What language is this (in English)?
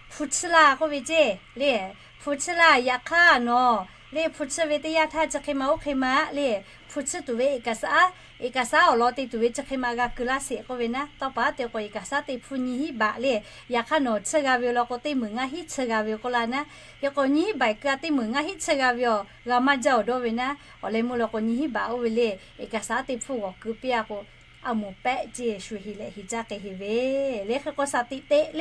Lahu